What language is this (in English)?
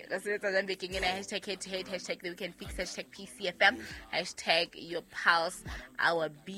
Southern Sotho